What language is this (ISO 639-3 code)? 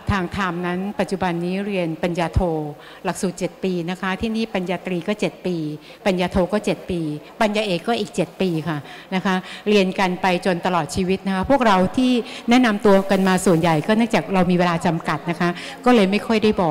tha